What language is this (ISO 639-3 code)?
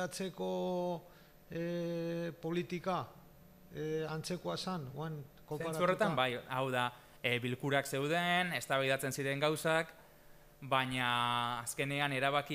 eus